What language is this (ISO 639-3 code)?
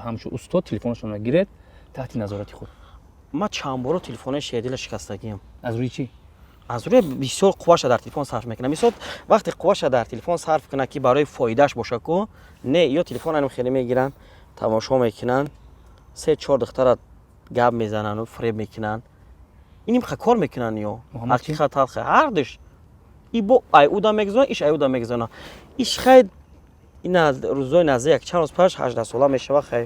tgk